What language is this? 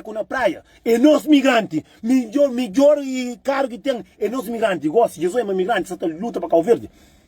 Kabuverdianu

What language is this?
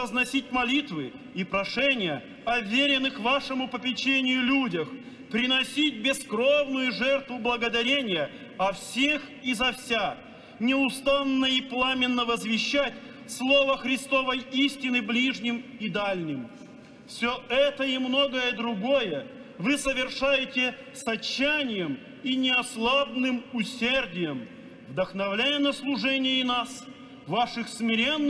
Russian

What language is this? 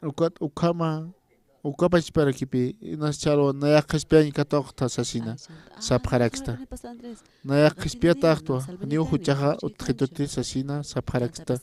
Aymara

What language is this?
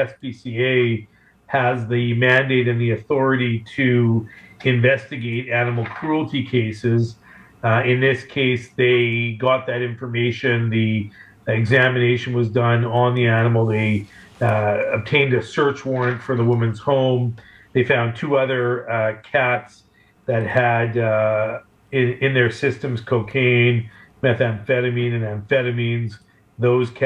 English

